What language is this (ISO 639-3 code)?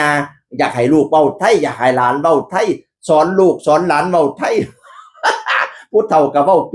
tts